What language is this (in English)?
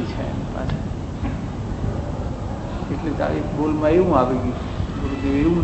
Gujarati